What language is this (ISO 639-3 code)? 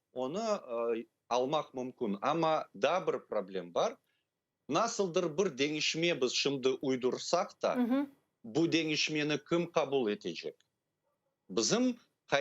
crh